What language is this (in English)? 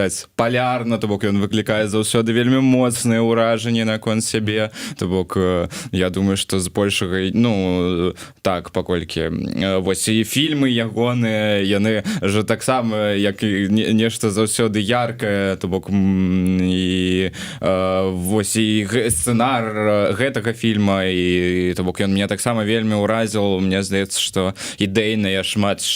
Belarusian